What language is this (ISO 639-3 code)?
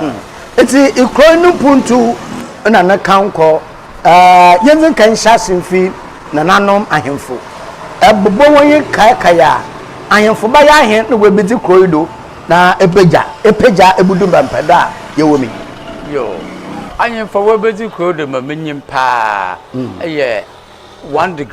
aka